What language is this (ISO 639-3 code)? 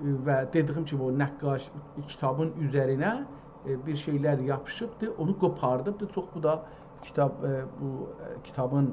azb